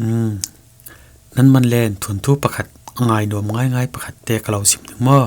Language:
Falam Chin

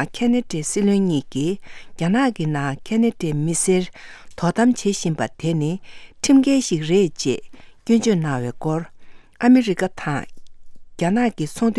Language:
Tibetan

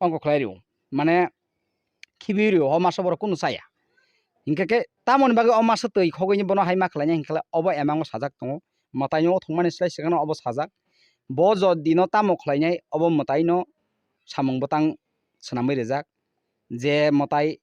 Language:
Kok Borok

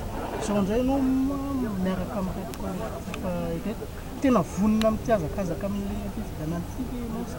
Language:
Malagasy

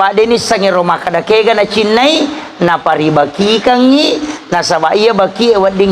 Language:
Buginese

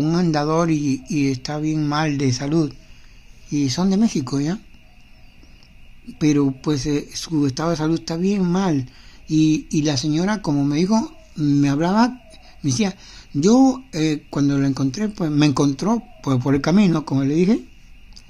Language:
Spanish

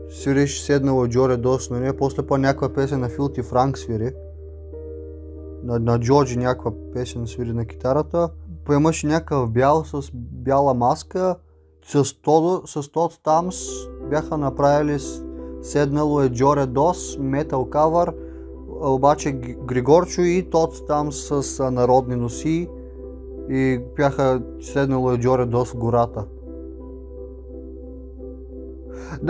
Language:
Bulgarian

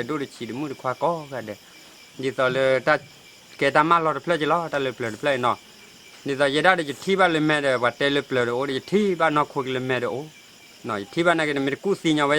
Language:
S'gaw Karen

